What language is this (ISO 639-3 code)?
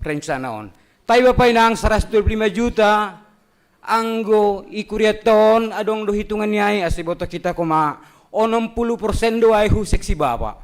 bts